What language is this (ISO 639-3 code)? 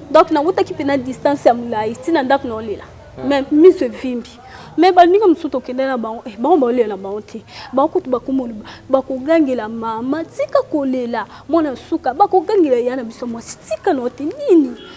lin